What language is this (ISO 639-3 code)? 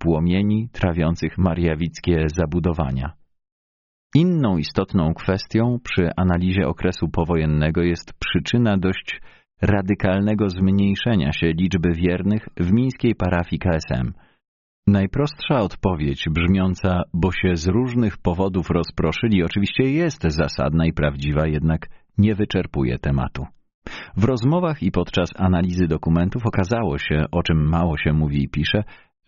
pol